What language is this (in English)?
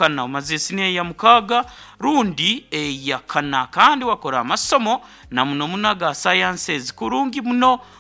Nyoro